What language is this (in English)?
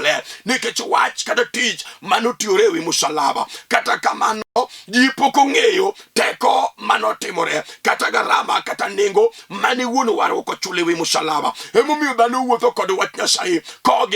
Luo (Kenya and Tanzania)